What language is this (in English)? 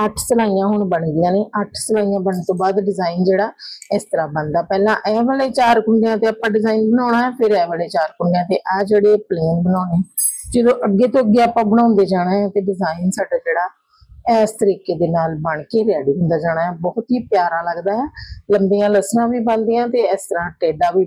Punjabi